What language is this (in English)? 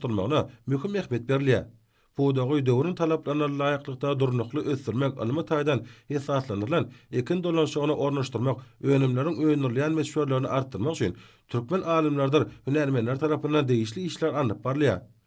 Turkmen